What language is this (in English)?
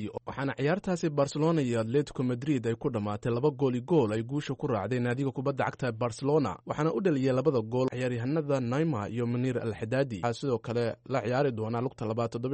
Somali